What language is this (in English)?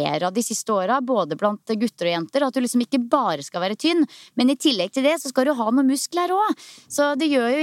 Norwegian